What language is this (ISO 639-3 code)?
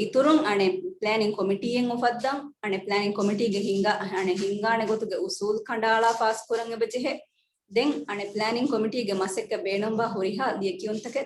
div